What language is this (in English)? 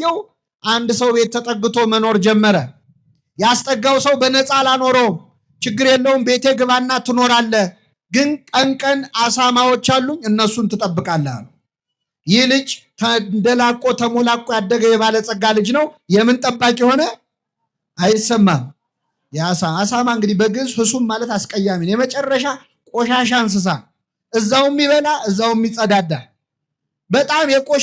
Amharic